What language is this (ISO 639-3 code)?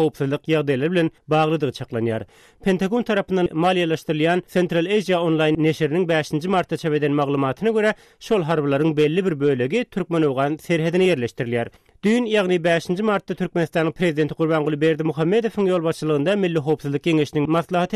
tuk